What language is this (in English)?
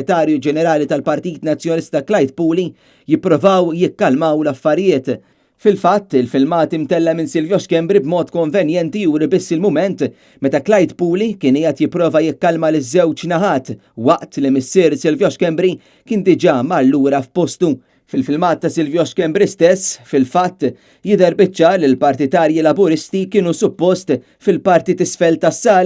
Maltese